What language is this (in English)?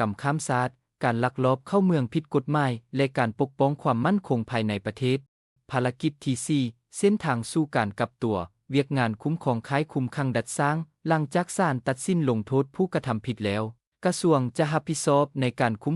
Lao